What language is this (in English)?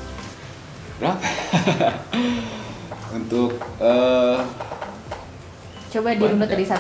Indonesian